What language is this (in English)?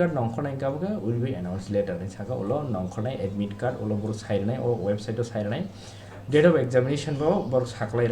Kok Borok